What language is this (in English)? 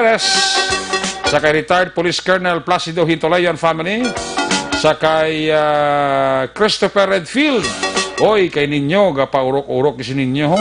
Hiligaynon